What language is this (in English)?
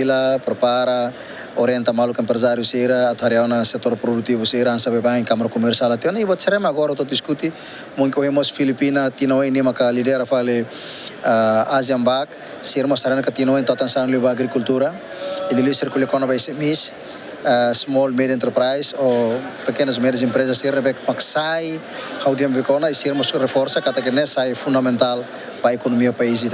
Tetum